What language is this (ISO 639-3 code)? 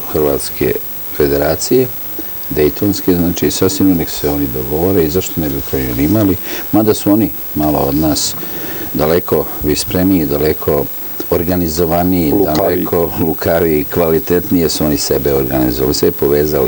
srp